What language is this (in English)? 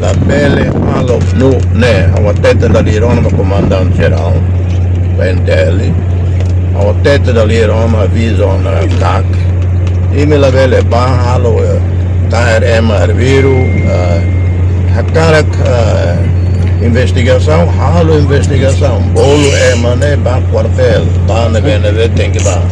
Tetum